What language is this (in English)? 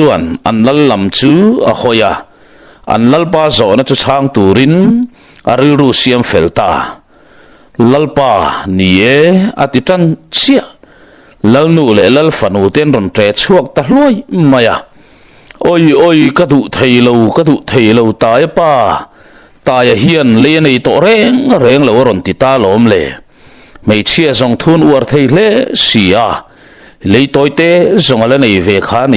Mizo